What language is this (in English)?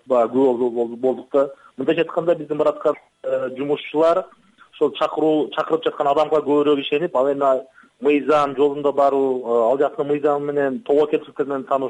Kyrgyz